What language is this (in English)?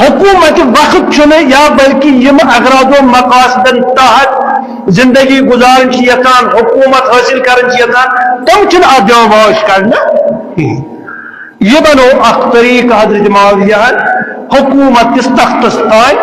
Kashmiri